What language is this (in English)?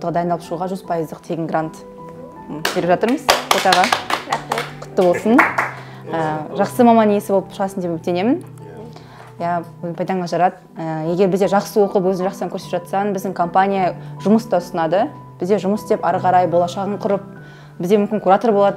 Kazakh